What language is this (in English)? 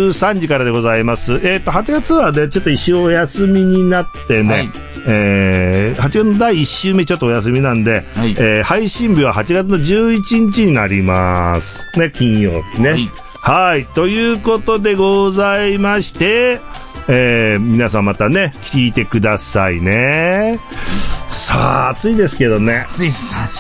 Japanese